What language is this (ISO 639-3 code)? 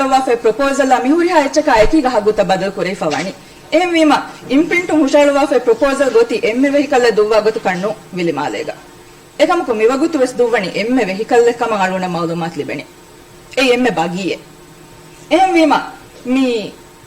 div